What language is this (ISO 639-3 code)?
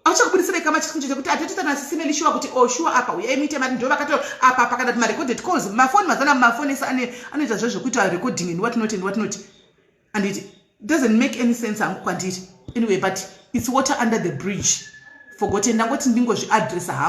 sna